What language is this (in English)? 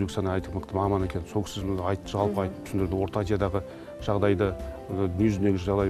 Kazakh